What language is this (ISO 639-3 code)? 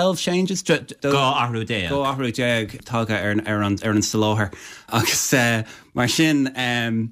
gle